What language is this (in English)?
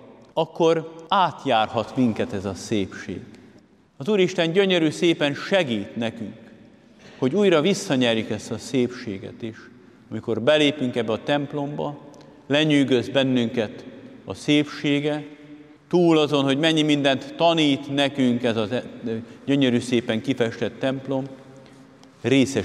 Hungarian